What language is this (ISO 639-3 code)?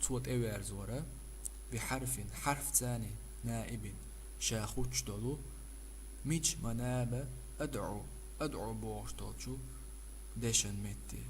che